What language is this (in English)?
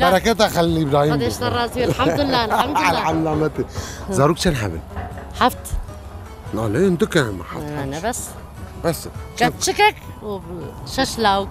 Kurdish